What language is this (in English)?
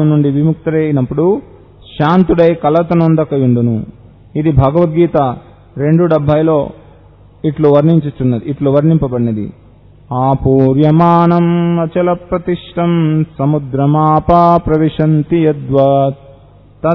Telugu